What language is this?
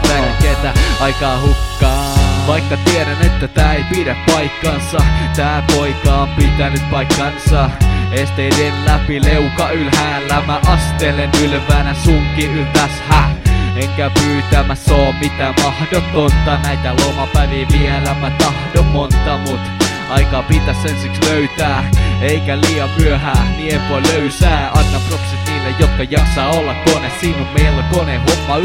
Finnish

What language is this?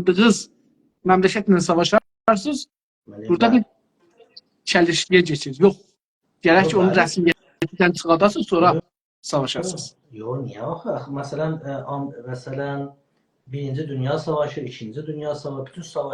South Azerbaijani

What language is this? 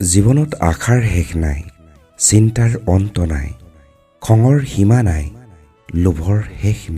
Assamese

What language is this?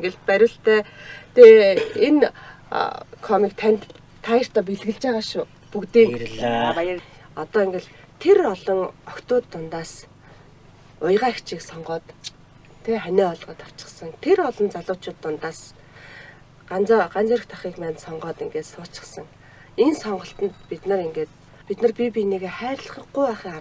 Mongolian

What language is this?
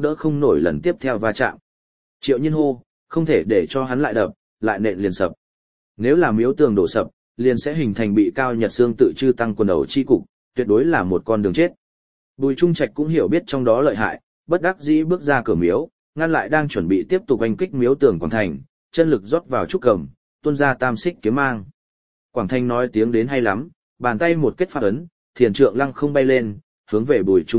Vietnamese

